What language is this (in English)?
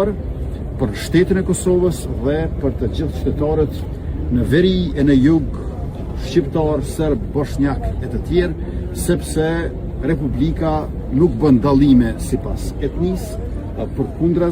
Albanian